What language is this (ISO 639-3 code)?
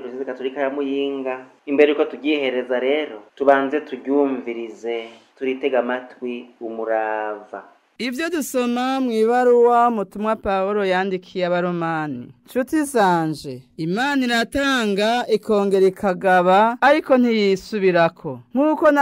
run